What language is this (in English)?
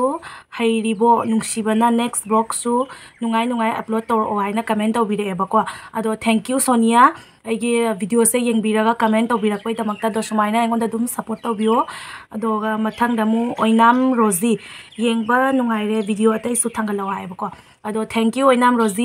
Manipuri